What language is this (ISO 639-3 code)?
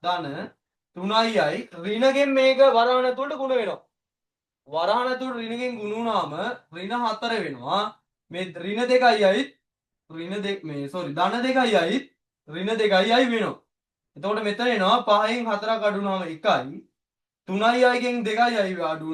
sin